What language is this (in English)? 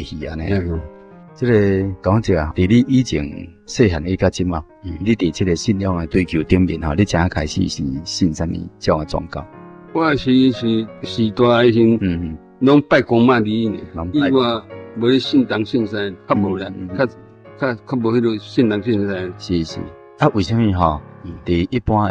Min Nan Chinese